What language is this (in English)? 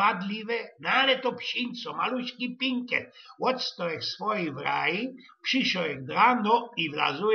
Silesian